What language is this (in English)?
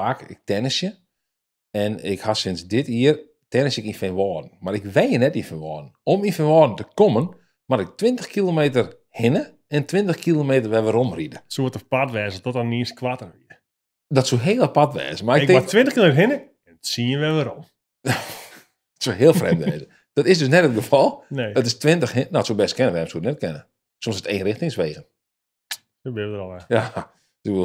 Western Frisian